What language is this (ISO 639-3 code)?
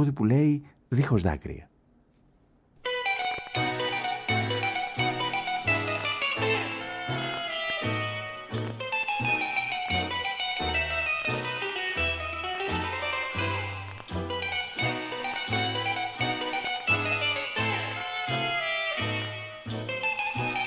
ell